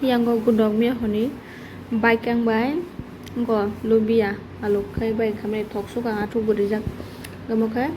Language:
Kok Borok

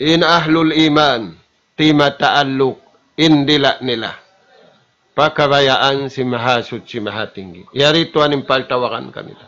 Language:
Tausug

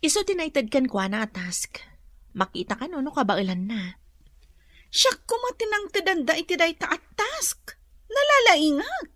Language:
Iloko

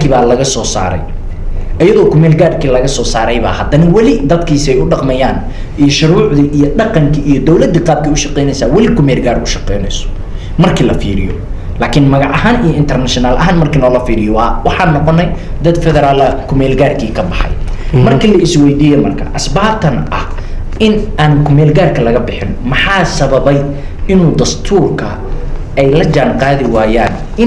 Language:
Somali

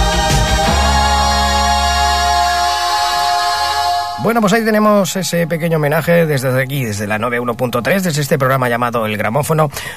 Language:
Spanish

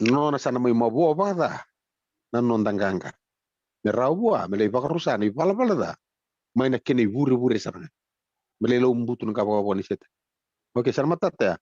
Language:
Fijian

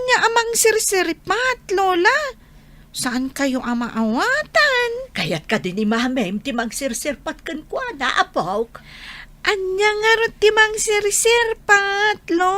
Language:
Iloko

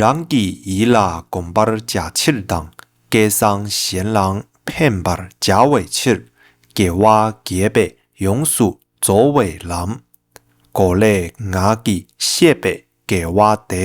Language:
Tibetan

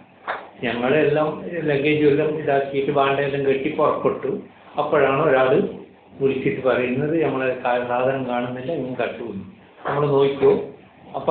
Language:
Malayalam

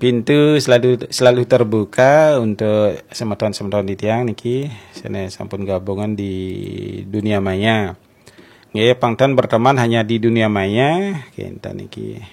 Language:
Balinese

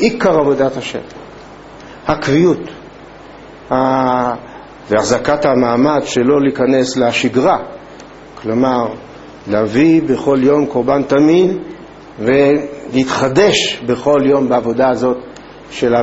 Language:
Hebrew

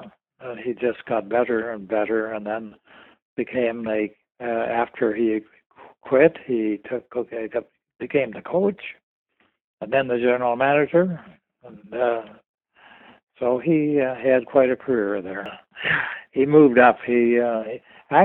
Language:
English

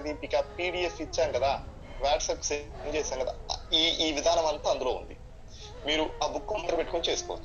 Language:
Telugu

